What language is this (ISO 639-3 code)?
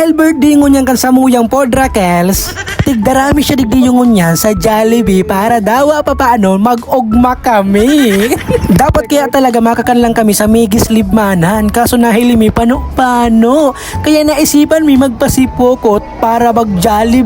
bik